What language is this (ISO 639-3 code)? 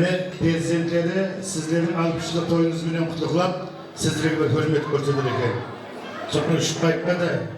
kaa